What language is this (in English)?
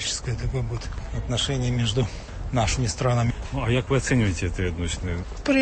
Belarusian